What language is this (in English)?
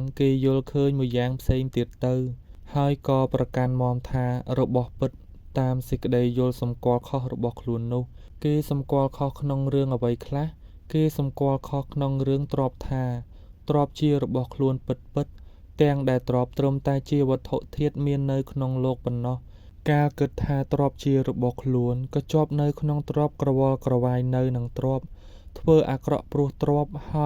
Khmer